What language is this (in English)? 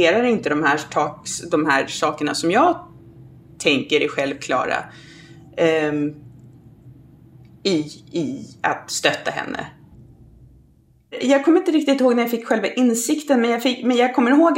Swedish